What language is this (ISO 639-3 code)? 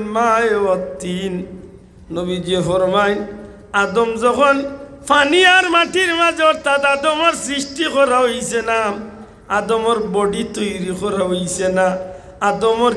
syl